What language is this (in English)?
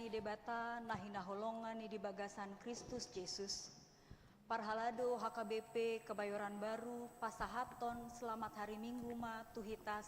Batak Toba